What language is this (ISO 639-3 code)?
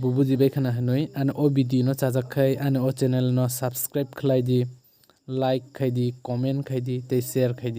trp